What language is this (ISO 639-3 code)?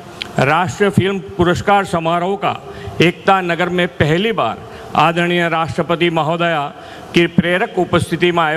hin